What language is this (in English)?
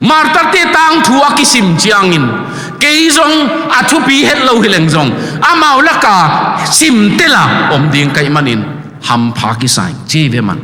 Tedim Chin